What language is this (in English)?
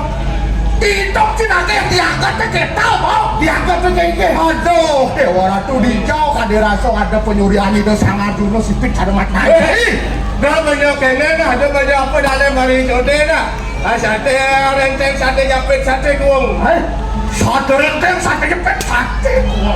Balinese